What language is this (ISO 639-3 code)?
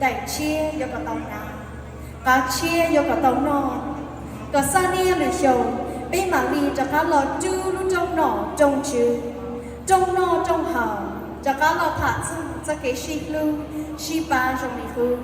hmn